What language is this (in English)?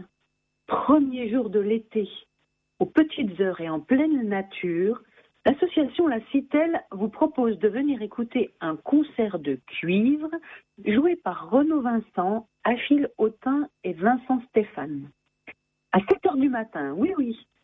French